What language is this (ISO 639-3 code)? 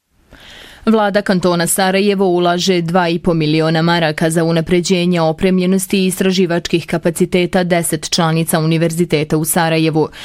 bos